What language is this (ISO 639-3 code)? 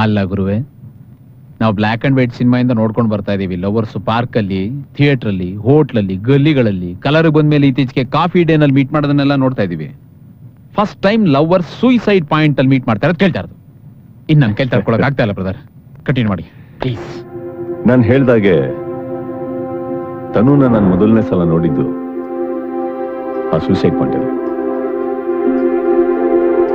kan